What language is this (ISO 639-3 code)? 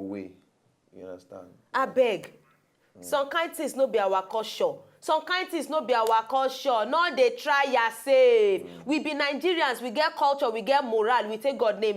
pcm